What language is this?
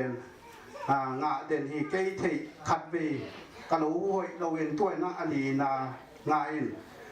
Tedim Chin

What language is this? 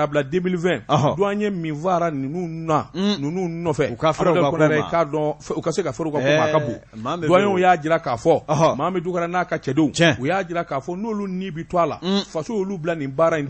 Bambara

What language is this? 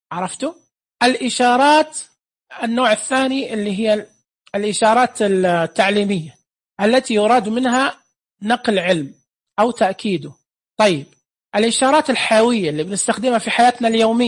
Najdi Arabic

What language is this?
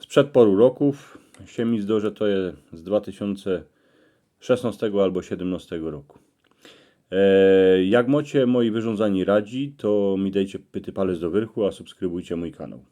Silesian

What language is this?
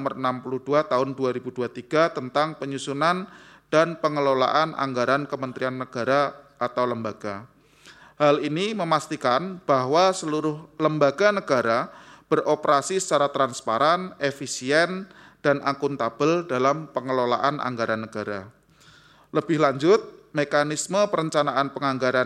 Indonesian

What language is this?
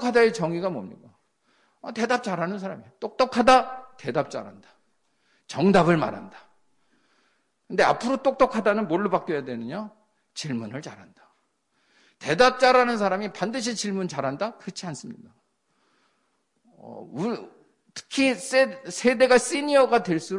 Korean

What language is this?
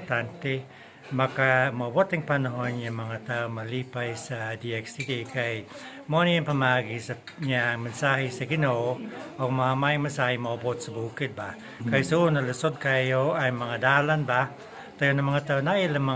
Cebuano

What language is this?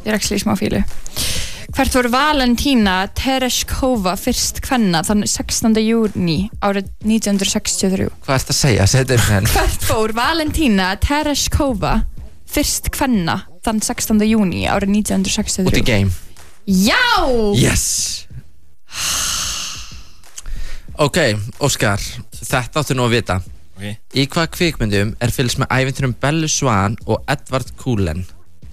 Icelandic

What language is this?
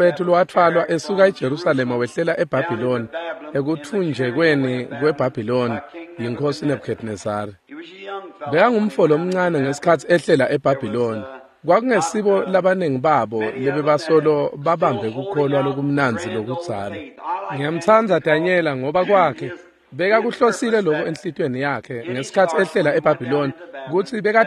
Swati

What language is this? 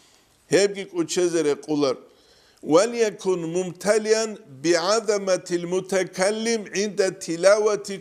Avaric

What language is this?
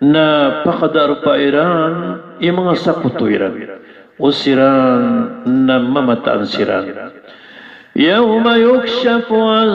Maranao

